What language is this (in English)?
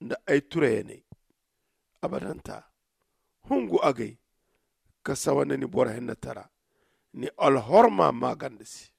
Zarma